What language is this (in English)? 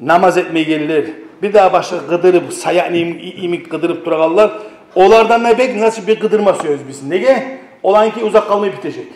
Kumyk